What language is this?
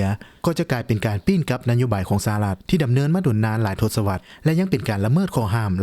Lao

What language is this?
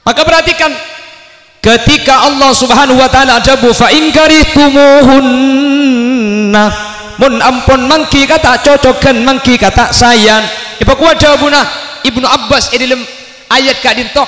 Madurese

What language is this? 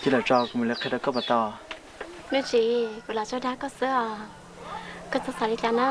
Hmong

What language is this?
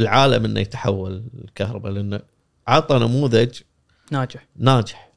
Gulf Arabic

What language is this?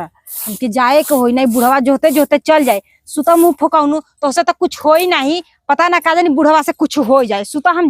Bhojpuri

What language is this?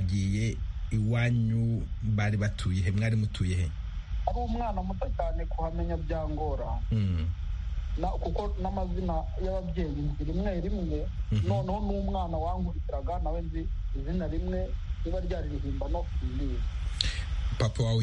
Kinyarwanda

